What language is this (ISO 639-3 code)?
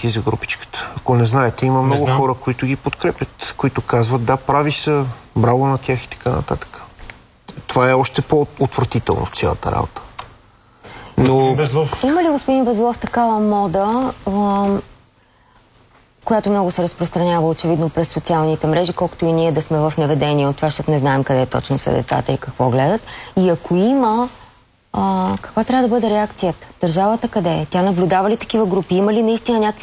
bul